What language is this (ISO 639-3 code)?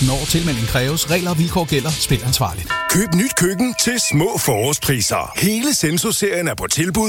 dan